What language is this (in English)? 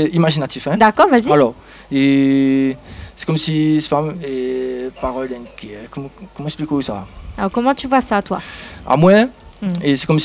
Réunion Creole French